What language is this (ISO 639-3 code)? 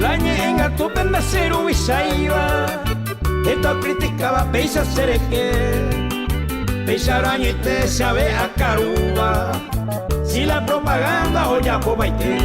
grn